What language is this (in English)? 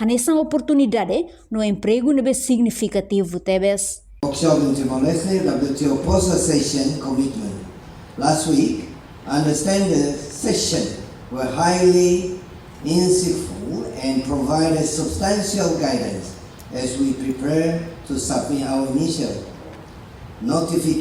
Tetum